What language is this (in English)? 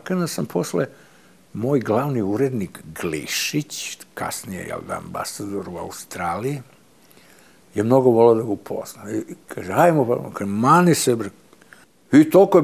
Serbian